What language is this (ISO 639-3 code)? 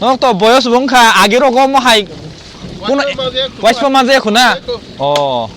trp